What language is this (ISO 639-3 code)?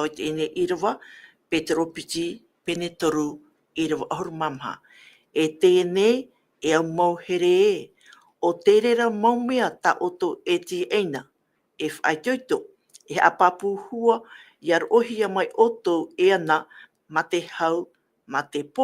tah